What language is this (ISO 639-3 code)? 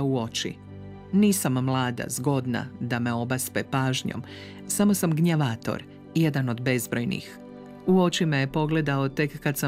hrv